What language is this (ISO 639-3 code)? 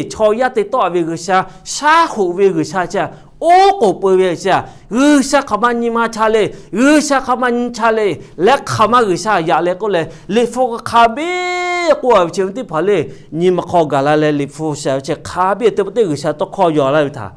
lhu